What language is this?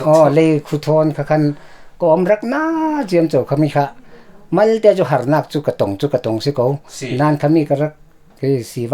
Falam Chin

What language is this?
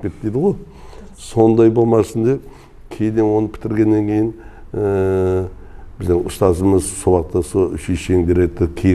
Kara-Kalpak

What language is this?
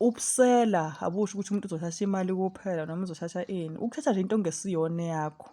Zulu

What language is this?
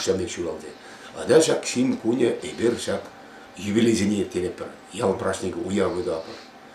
Chuvash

